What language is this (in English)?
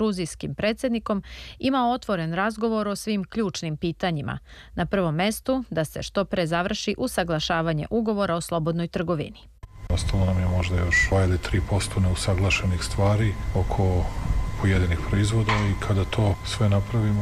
Serbian